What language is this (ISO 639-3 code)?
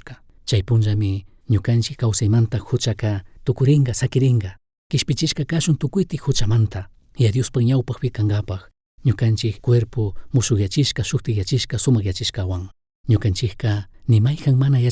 qug